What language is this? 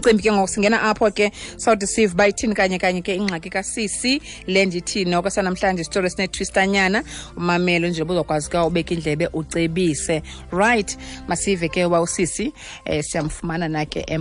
Xhosa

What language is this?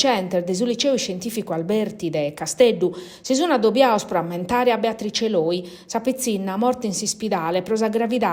Sardinian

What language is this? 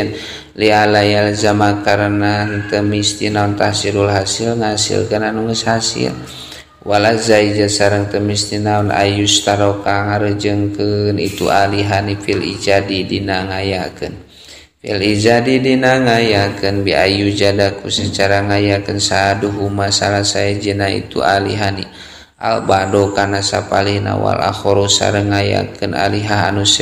Sundanese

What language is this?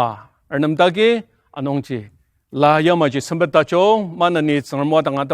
Ao Naga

